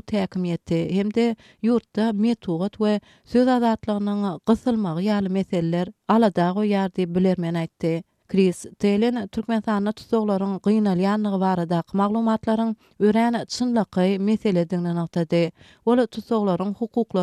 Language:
Turkmen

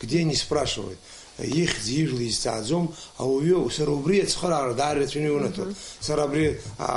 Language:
Abkhazian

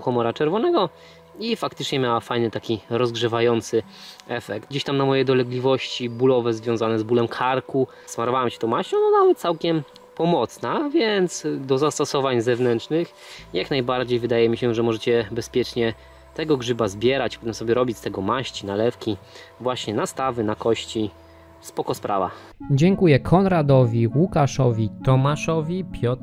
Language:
Polish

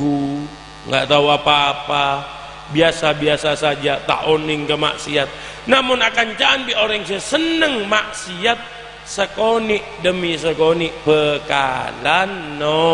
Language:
Madurese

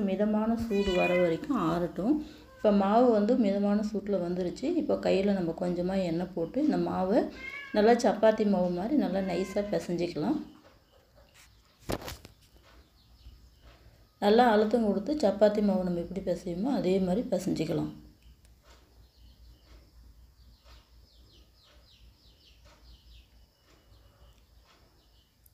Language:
Tamil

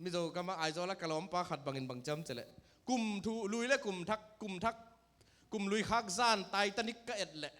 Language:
Tedim Chin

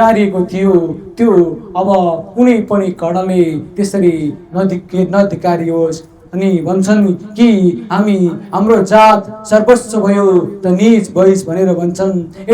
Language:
Nepali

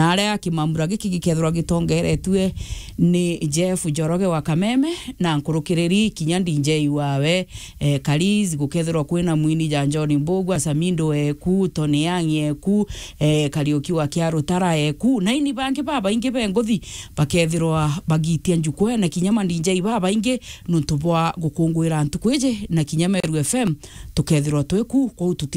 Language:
Meru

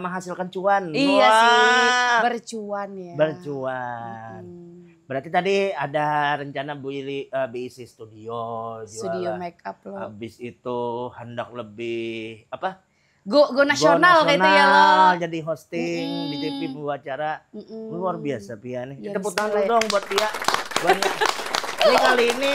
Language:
Banjar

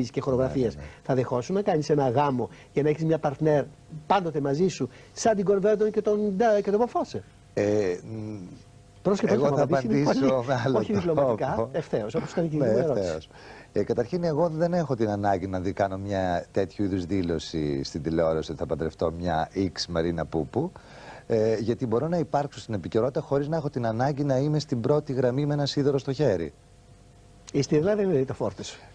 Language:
Greek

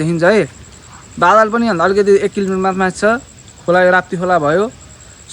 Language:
Nepali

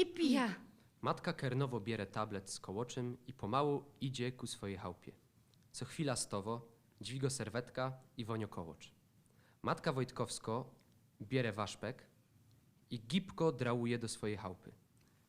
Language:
Silesian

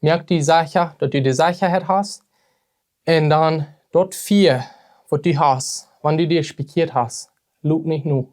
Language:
Plautdietsch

